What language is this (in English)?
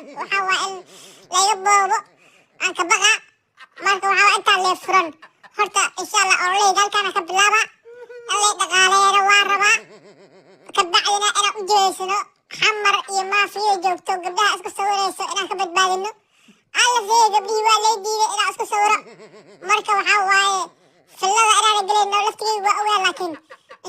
Somali